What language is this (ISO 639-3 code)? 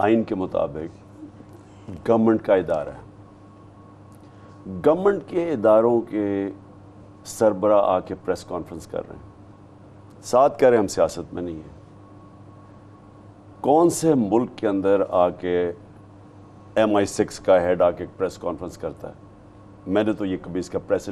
urd